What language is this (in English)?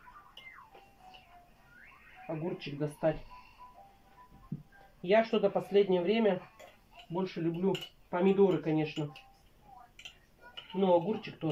Russian